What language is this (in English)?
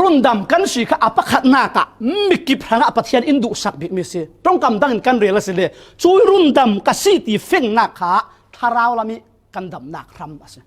Falam Chin